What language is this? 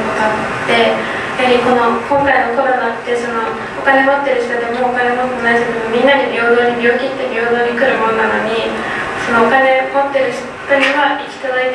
Japanese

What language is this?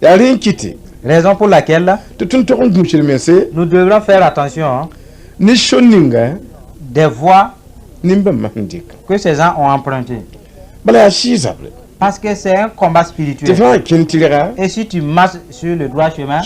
Mossi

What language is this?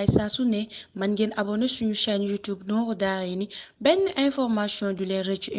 Wolof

